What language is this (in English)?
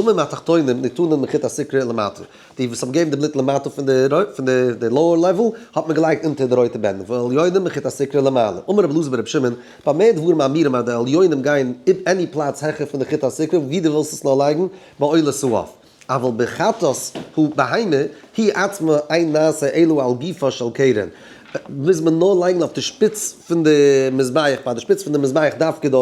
Yiddish